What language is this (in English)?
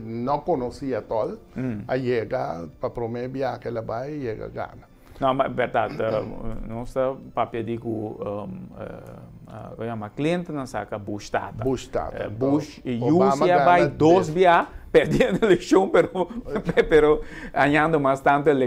Papiamento